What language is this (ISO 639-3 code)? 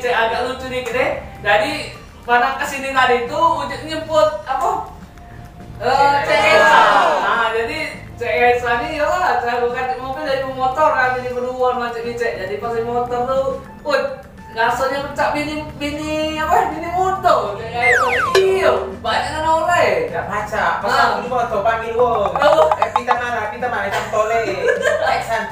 mui